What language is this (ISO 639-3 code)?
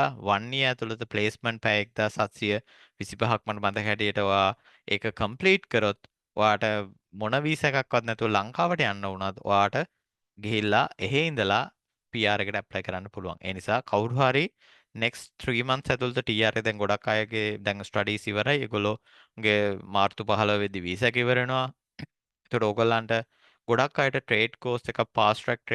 sin